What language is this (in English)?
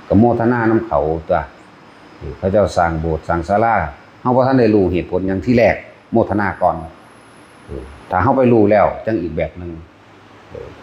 Northeastern Thai